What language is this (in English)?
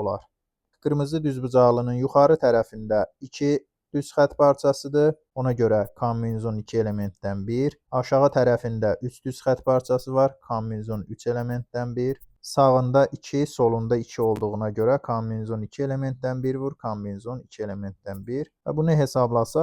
Azerbaijani